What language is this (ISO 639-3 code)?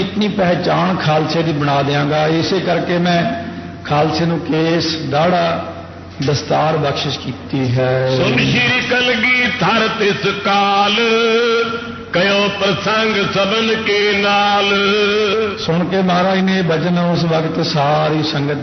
pan